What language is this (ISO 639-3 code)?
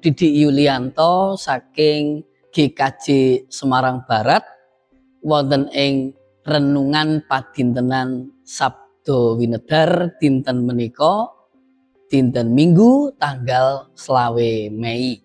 jav